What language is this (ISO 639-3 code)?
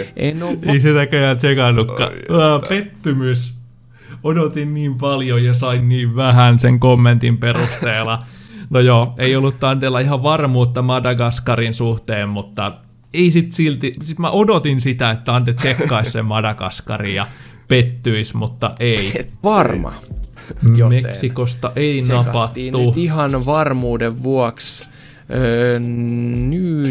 fin